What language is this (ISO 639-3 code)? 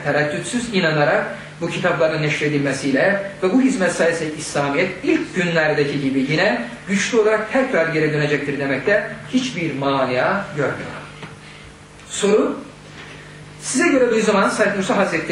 tur